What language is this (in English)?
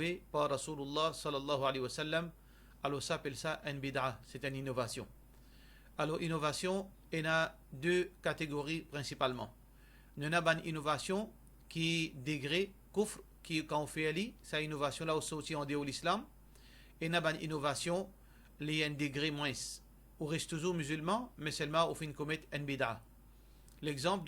Morisyen